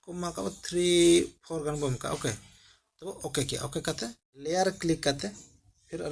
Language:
Santali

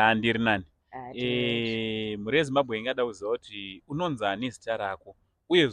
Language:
Shona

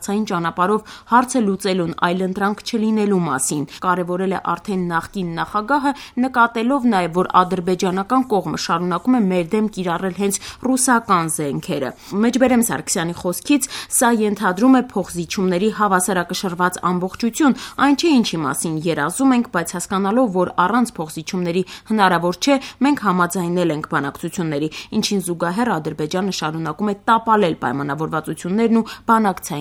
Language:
Armenian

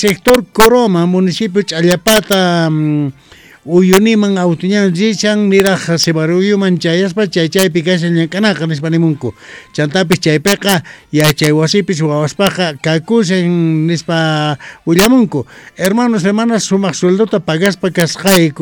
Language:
South Bolivian Quechua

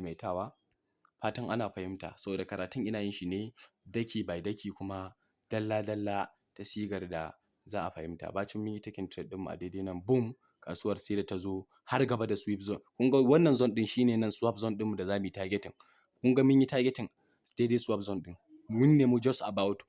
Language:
Hausa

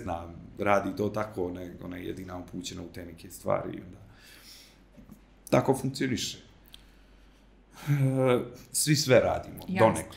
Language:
Serbian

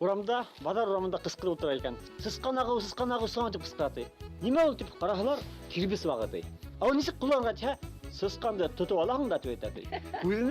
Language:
Bashkir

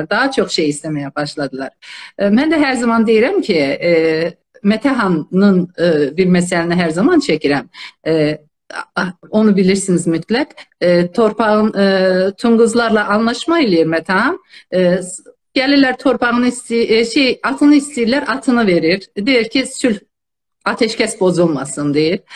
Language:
South Azerbaijani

